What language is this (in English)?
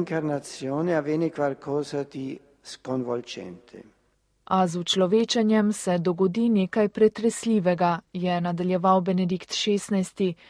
Slovenian